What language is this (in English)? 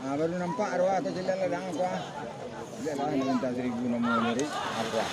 Minangkabau